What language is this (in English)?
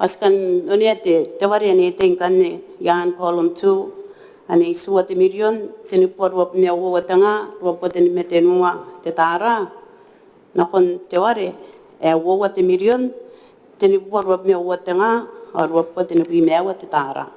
Gilbertese